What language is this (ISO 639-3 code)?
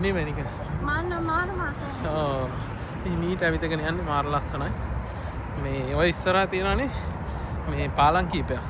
sin